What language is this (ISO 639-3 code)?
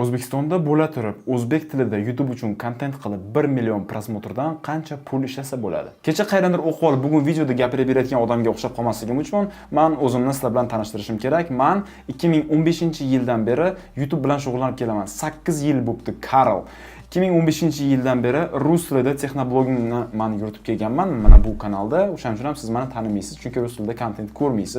uzb